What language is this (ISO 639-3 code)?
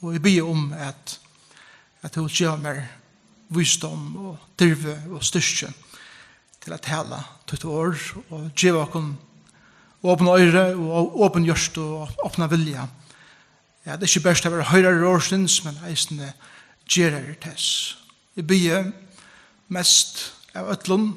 fao